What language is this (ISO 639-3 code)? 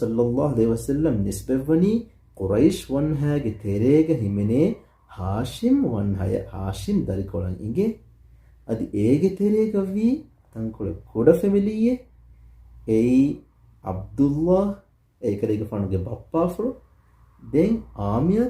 div